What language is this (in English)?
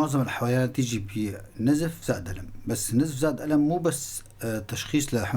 North Levantine Arabic